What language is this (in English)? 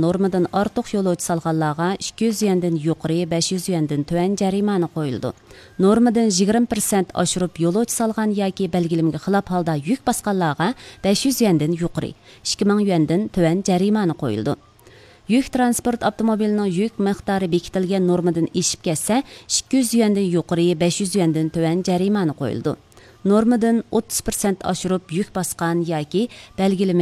Uyghur